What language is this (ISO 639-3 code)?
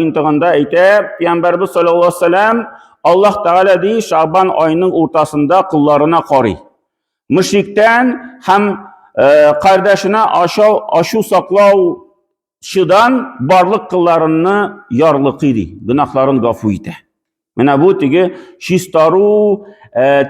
tat